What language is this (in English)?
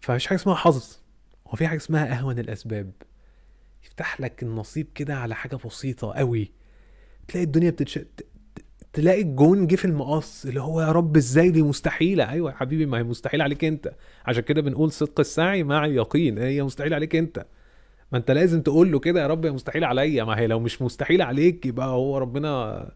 Egyptian Arabic